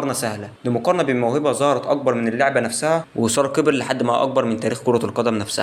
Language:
Egyptian Arabic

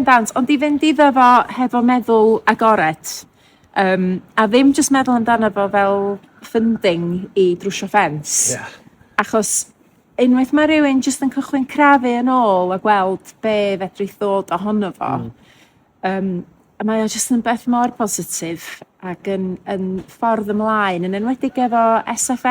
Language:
Welsh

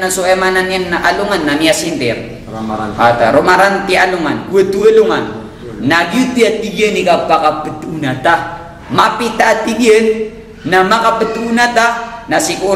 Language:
Maranao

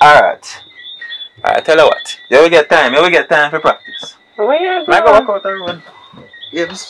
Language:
Jamaican Creole English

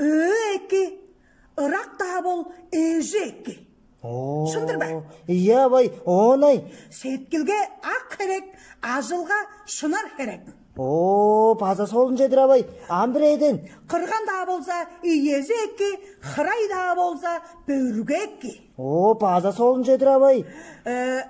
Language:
Tuvinian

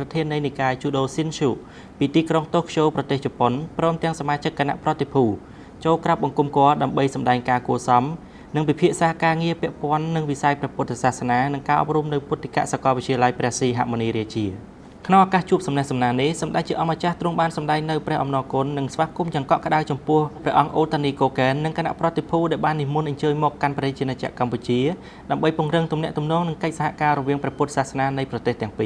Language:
Khmer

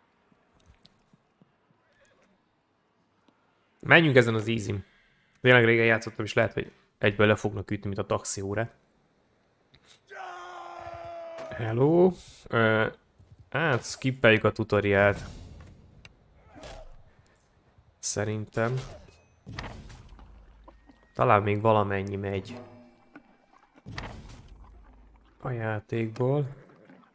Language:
Hungarian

